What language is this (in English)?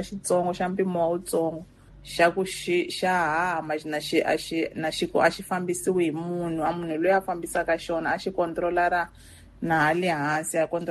Tsonga